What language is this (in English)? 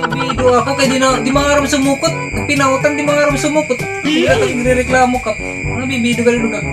Waray